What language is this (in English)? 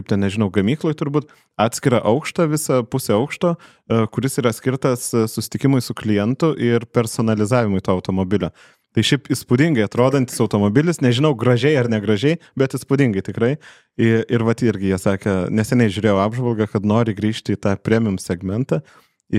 Lithuanian